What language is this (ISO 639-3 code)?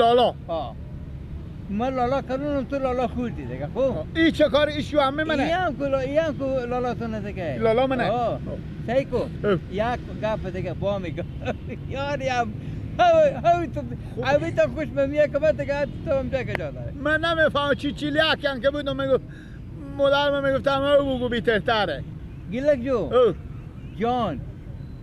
fas